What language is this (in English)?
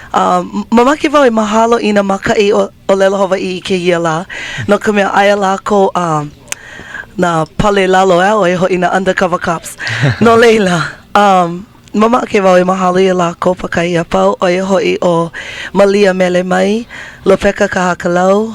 Hawaiian